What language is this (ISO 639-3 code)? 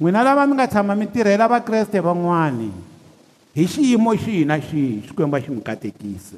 tso